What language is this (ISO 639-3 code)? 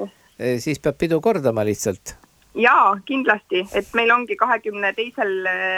est